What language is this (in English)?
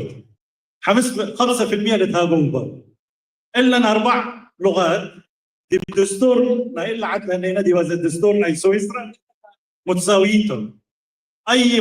Tigre